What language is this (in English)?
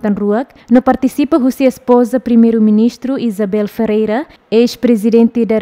Tetum